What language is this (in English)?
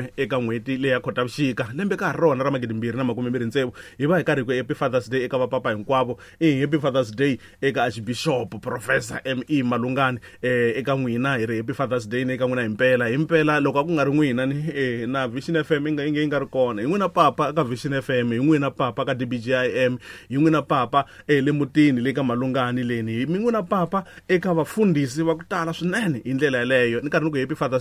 Tsonga